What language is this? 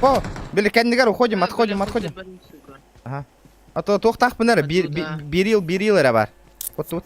Yakut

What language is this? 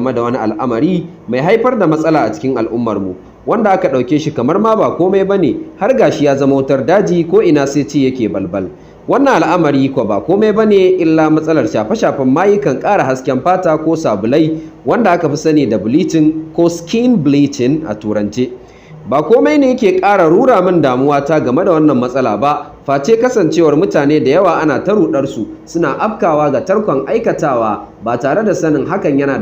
Hausa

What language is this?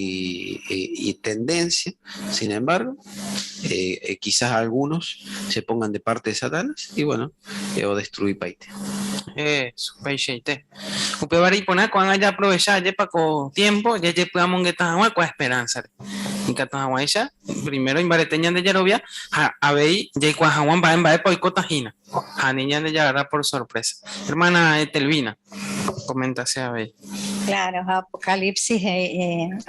Guarani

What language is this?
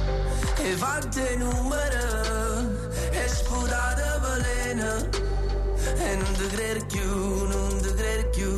Italian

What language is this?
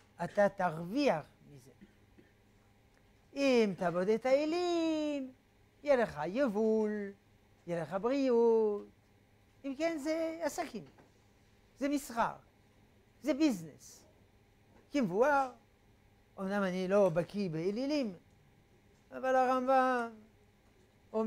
Hebrew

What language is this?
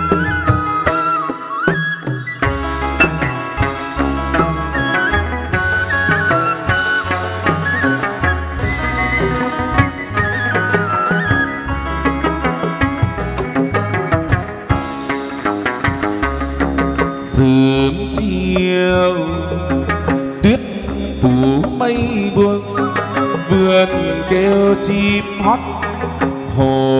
Vietnamese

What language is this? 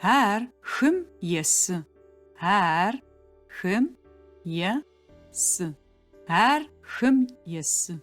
Adyghe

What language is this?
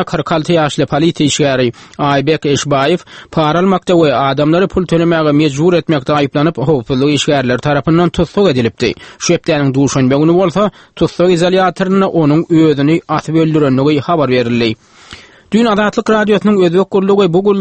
Turkmen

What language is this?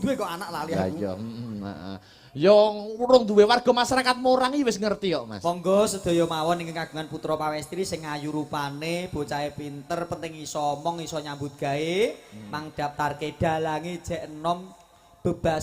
Javanese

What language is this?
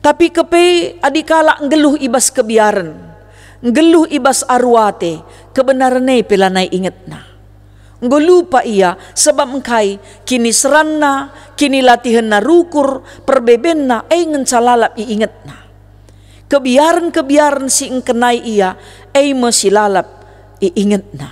Batak Karo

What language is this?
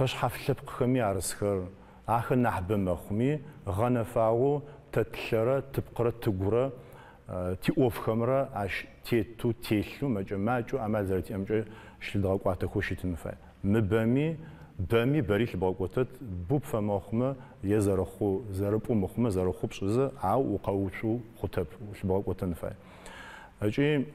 Adyghe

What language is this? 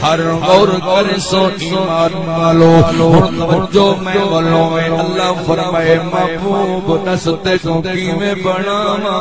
Saraiki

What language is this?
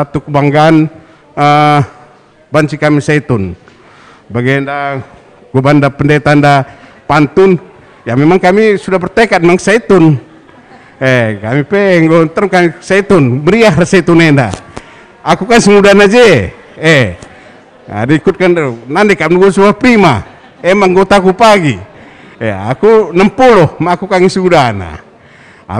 Batak Karo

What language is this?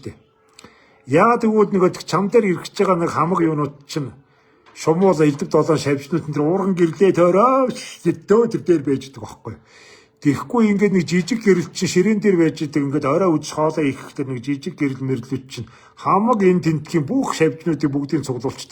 Mongolian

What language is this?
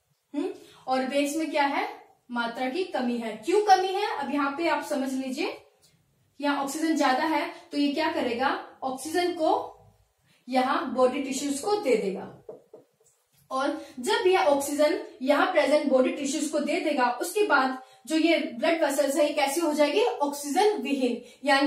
Hindi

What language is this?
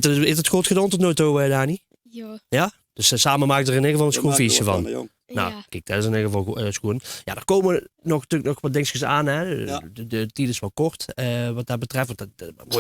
Limburgish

